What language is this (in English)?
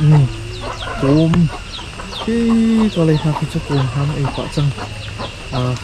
Hakha Chin